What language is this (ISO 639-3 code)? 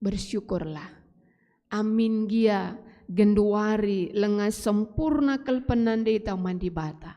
btx